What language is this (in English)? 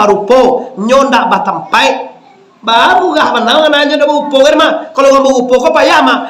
Minangkabau